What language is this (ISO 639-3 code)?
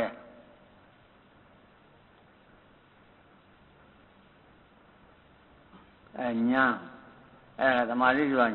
mya